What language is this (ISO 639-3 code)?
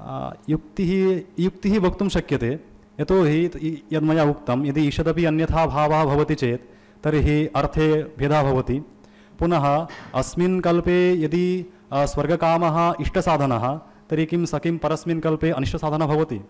san